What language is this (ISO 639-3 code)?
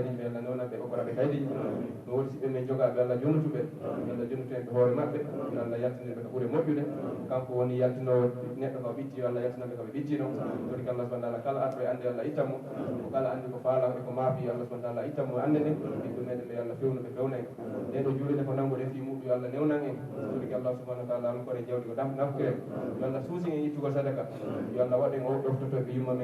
fuf